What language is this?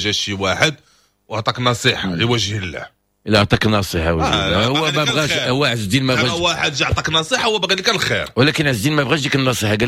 Moroccan Arabic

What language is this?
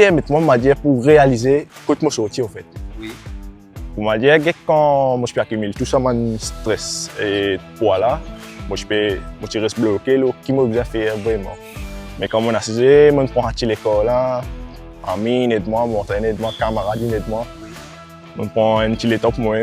Morisyen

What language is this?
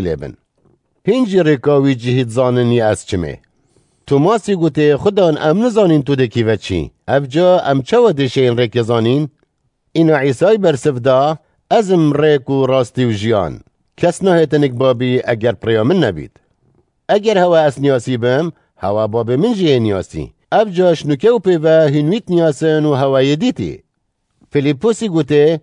Kurdish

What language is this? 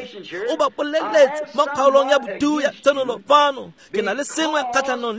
Tswana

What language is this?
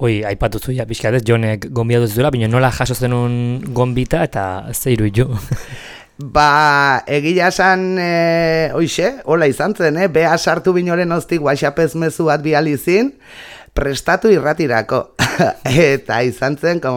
Basque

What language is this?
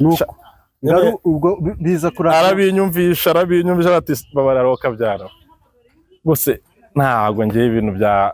Kinyarwanda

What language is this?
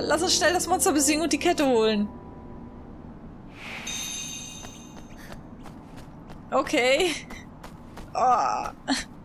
German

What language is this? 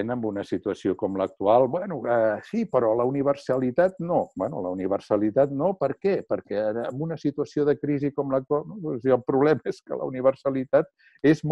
Catalan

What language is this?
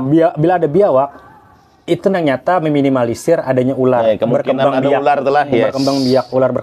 Banjar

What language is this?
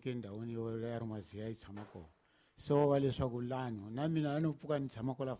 Tsonga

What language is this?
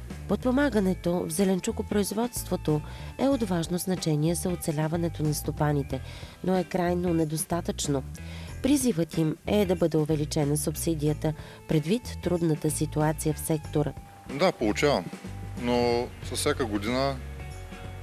Bulgarian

